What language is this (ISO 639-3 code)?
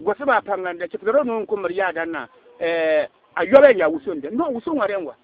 bib